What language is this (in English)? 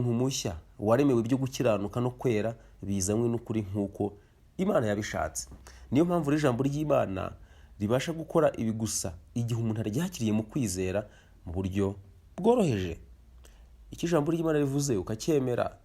Kinyarwanda